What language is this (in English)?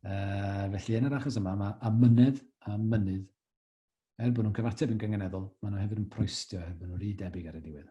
Welsh